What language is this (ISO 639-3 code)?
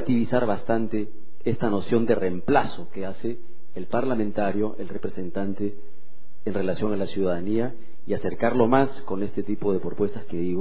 spa